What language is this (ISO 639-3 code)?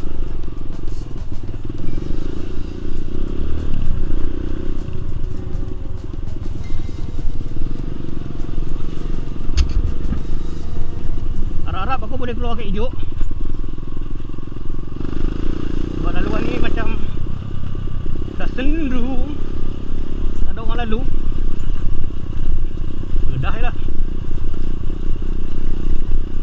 msa